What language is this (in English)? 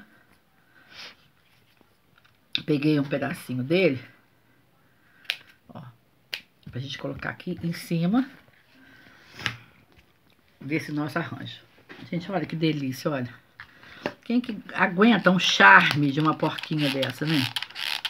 Portuguese